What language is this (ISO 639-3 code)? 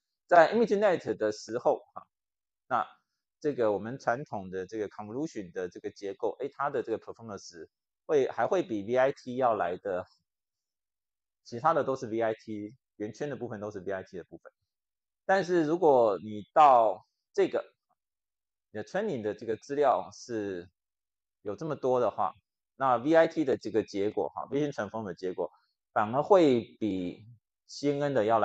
zho